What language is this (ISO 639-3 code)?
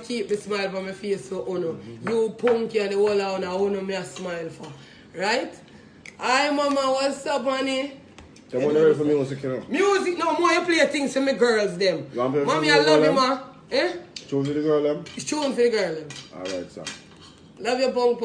jam